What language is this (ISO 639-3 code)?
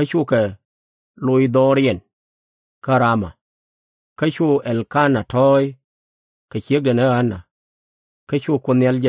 nus